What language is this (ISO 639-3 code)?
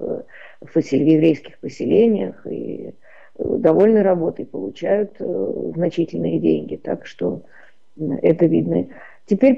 rus